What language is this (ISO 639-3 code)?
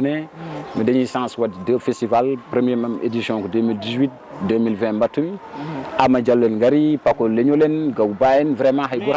ful